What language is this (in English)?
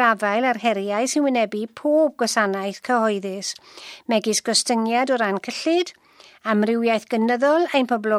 Welsh